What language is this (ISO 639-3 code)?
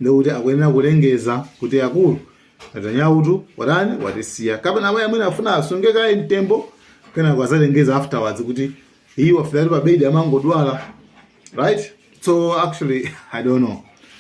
nya